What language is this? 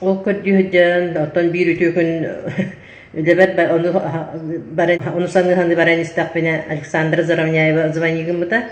Yakut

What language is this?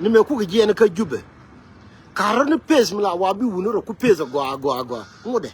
Nuer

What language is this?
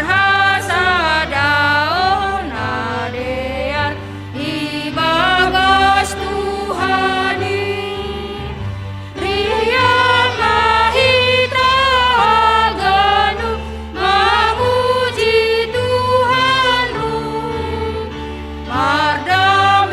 Batak Simalungun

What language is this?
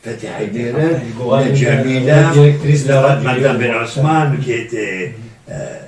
Kabyle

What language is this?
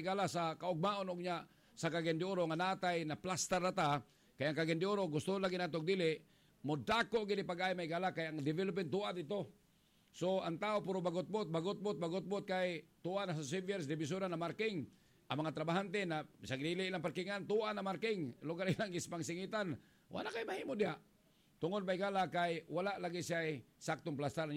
Cebuano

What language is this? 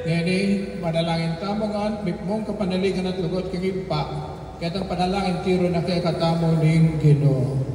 Pampanga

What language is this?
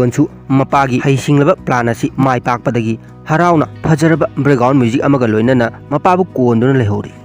Manipuri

